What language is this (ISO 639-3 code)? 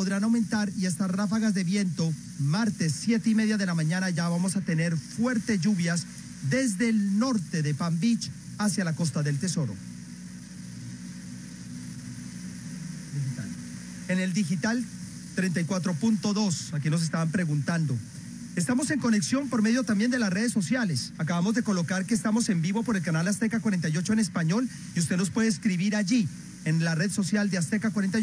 spa